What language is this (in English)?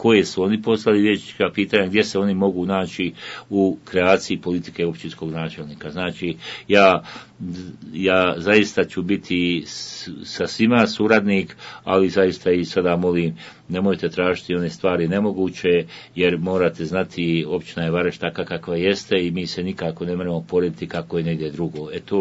Bosnian